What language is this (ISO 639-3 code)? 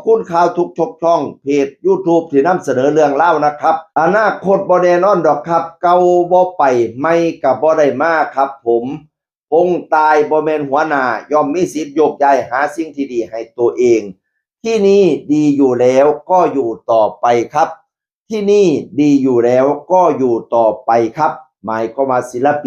tts